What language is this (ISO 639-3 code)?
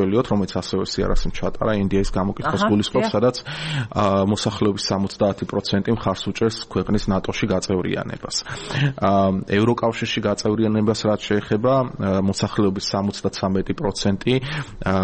kat